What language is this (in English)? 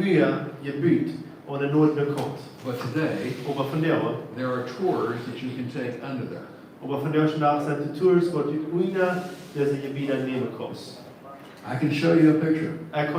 Plautdietsch